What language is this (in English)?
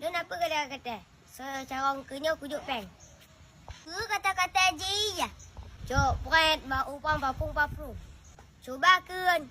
Achinese